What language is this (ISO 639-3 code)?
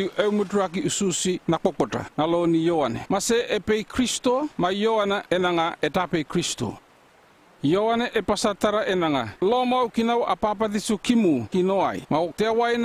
llp